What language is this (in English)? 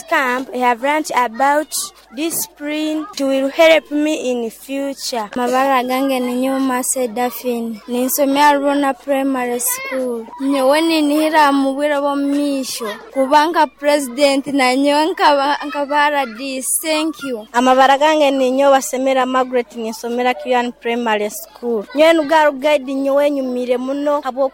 Nyoro